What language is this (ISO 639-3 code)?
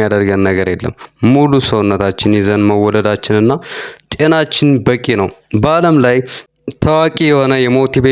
amh